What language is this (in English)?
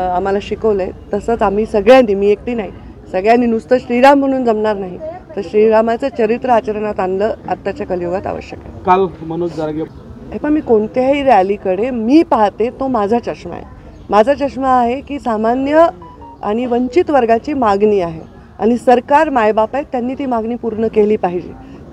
Marathi